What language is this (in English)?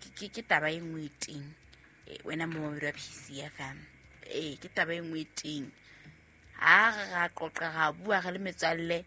Southern Sotho